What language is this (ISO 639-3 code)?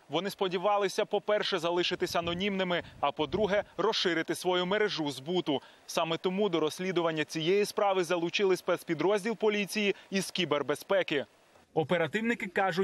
ukr